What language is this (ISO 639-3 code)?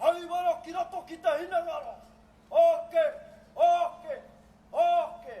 mri